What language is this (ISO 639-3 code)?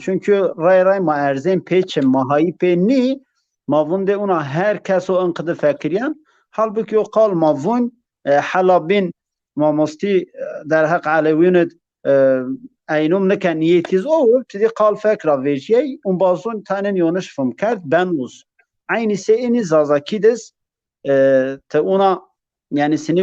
zza